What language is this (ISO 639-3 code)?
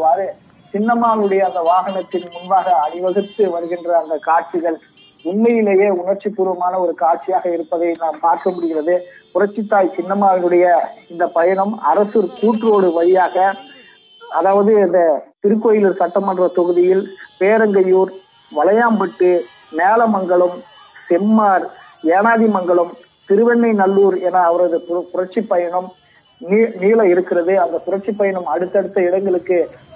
tam